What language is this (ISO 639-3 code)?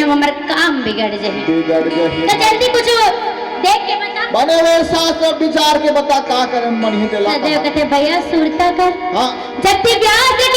hne